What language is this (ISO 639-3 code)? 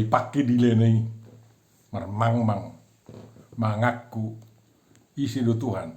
bbc